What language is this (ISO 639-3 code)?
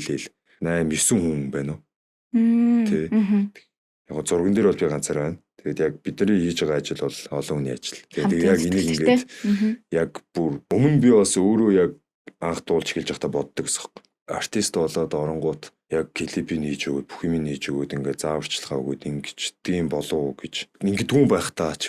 mon